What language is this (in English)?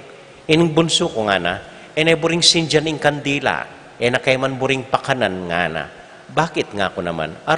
Pampanga